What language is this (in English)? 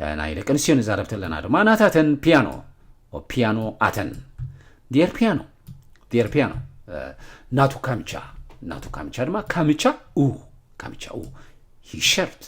Tigrinya